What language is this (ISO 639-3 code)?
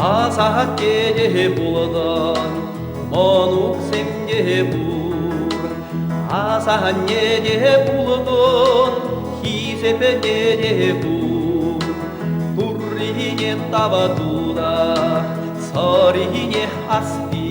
chv